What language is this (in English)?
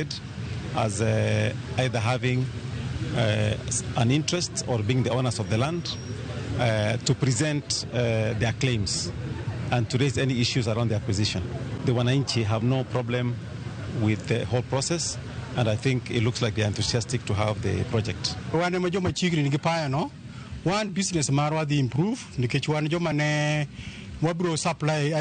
Luo (Kenya and Tanzania)